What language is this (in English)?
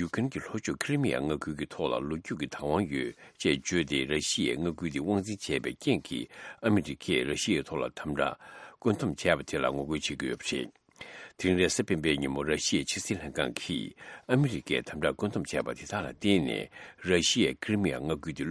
Tibetan